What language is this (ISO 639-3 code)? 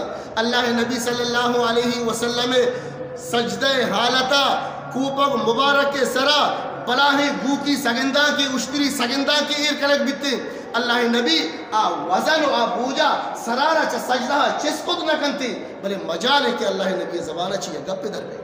bgp